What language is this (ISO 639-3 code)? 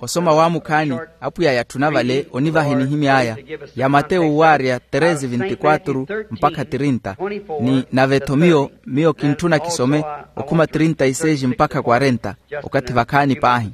vmw